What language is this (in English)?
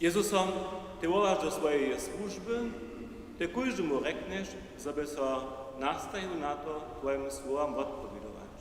Upper Sorbian